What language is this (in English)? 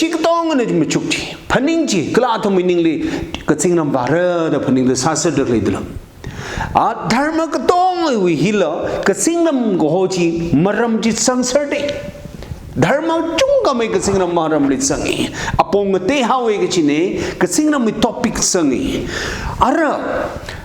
Tangkhul Naga (India)